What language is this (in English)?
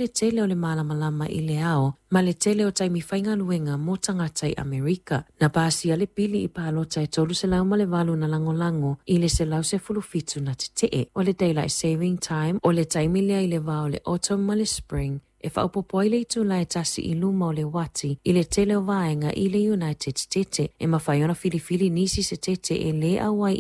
Samoan